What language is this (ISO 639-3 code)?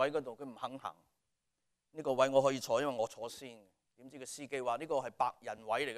yue